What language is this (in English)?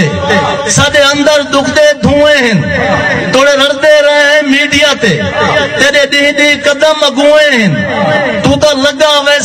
Saraiki